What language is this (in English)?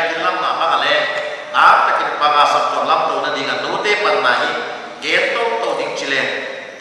Paite Chin